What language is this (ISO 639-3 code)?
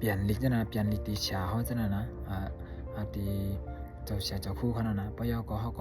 shn